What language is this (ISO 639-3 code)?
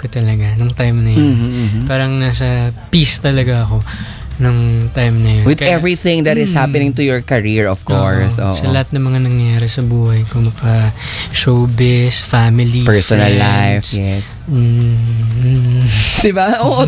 fil